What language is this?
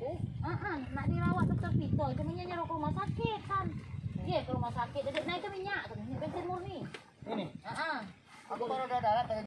Musi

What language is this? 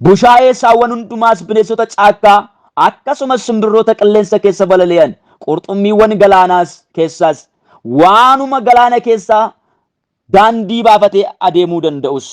Oromo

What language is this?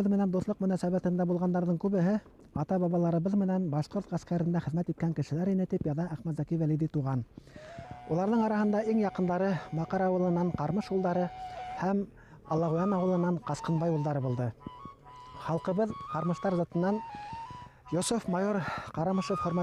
Bashkir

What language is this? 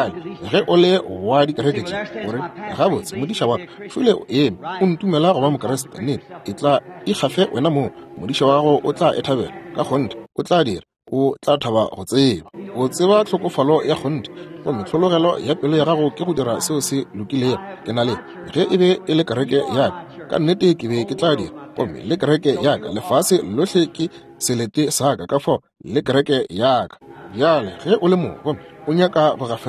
Northern Sotho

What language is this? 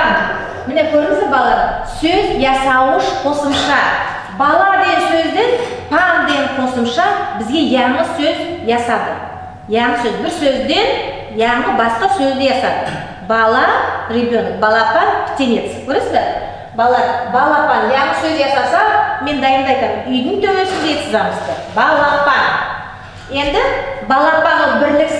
Nogai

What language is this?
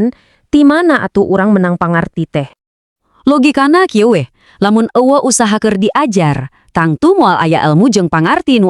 Sundanese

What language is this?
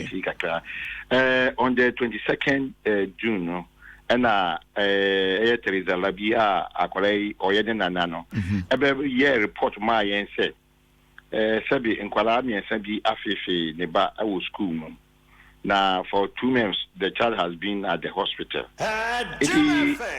Akan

